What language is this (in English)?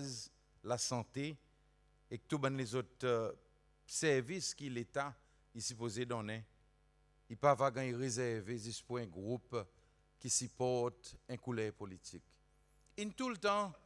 Seselwa Creole French